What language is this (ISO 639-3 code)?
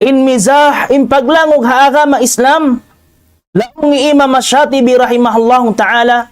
tsg